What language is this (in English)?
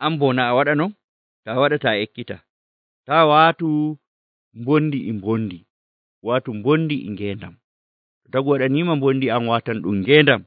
Nigerian Fulfulde